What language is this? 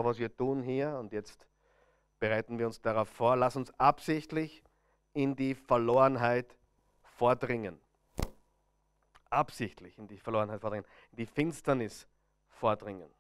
German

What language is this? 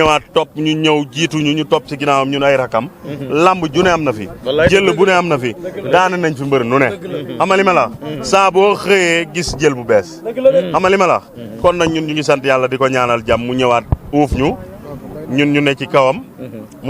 Wolof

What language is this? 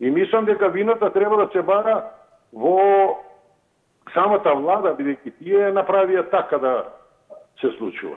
Macedonian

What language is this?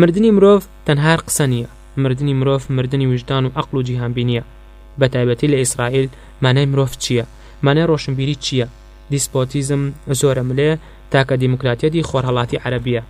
Central Kurdish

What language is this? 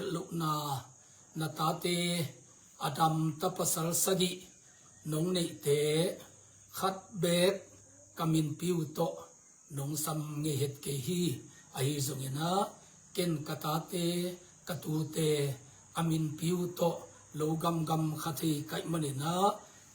Tedim Chin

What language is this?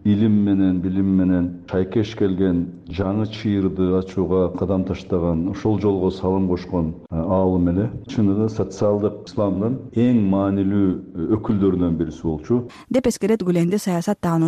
Kyrgyz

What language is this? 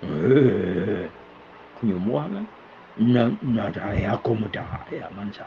Iban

